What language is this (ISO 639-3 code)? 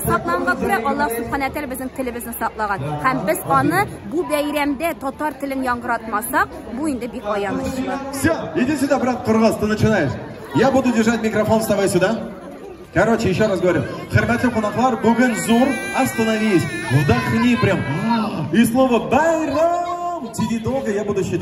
tat